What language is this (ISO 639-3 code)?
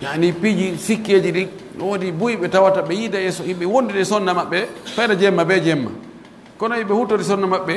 fuf